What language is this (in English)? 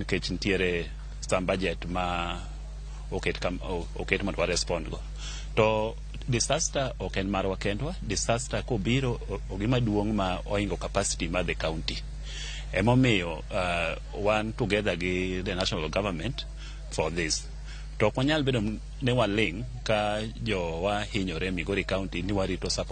Luo (Kenya and Tanzania)